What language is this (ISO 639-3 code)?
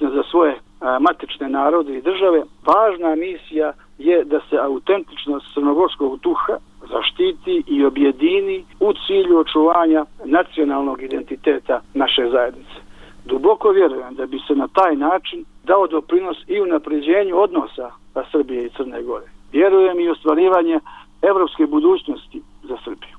bos